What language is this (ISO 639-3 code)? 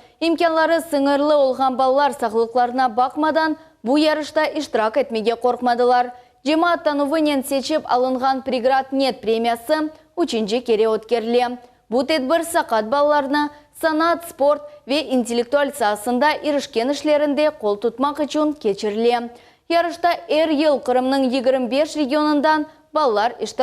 crh